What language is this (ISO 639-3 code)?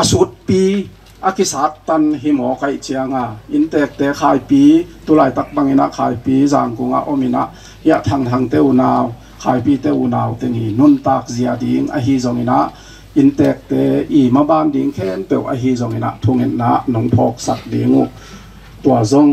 ctd